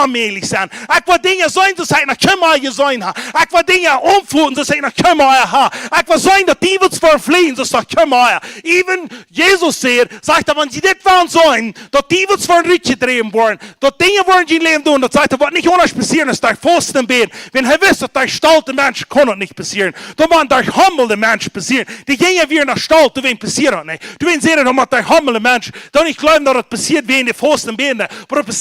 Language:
Plautdietsch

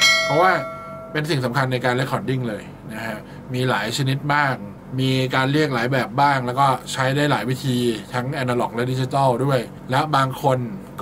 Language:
Thai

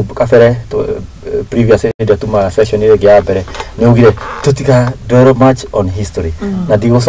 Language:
Kikuyu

